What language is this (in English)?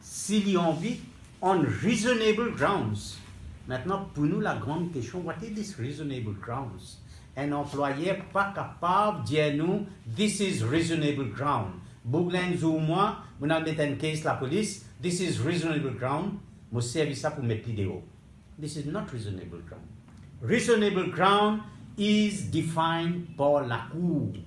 Morisyen